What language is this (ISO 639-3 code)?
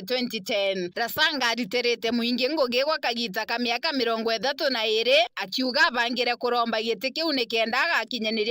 mer